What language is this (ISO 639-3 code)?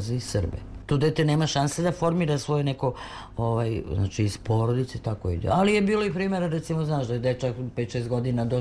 srp